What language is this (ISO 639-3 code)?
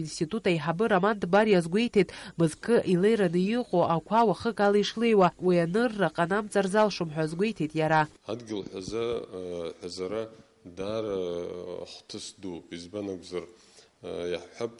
abk